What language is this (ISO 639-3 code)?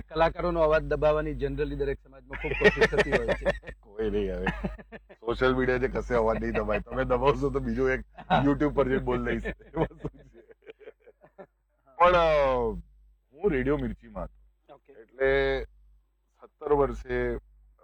guj